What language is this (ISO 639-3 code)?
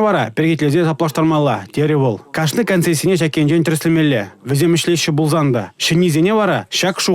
chv